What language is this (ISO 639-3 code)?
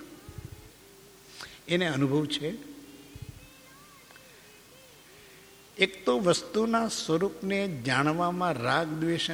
guj